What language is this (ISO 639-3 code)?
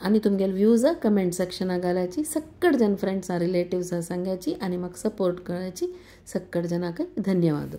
kok